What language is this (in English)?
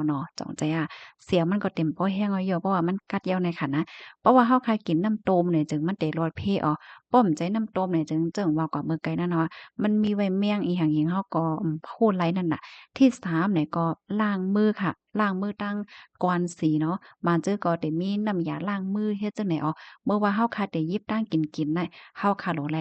Shan